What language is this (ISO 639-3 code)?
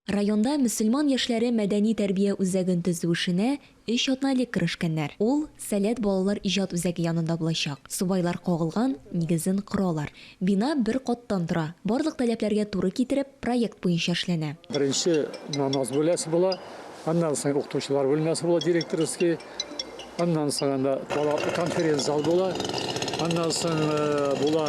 tat